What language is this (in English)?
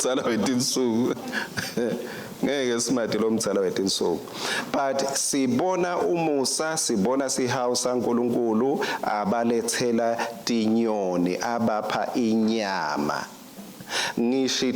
Swati